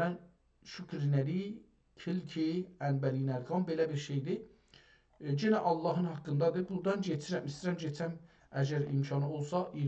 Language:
South Azerbaijani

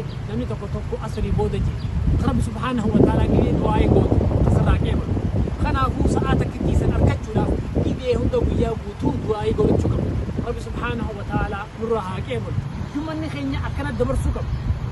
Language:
Oromo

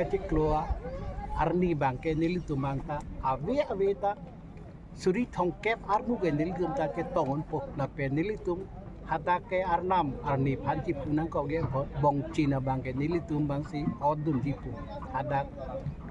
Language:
Karbi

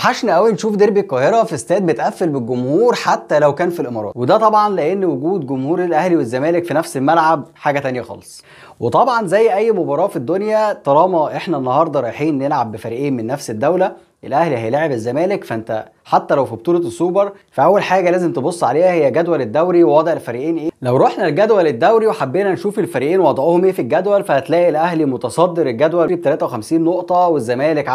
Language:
Egyptian Arabic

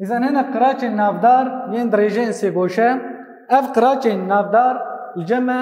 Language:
Kurdish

